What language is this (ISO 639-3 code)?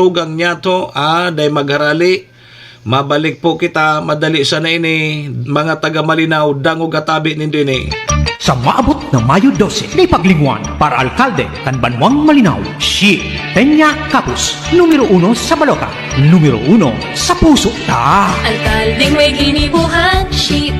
bik